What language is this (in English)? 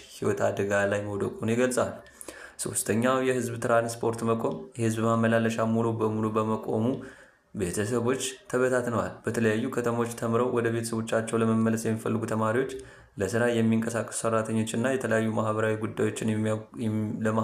Amharic